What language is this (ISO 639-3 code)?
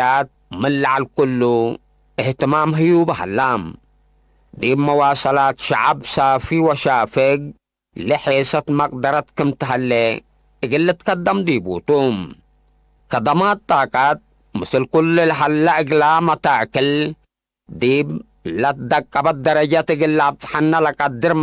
tig